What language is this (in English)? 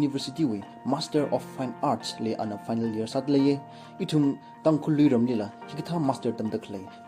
Tangkhul Naga (India)